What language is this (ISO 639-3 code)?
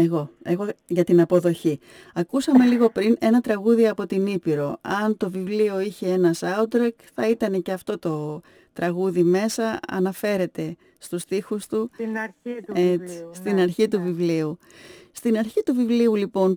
ell